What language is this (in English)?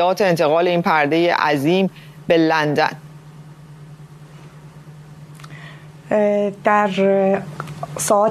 Persian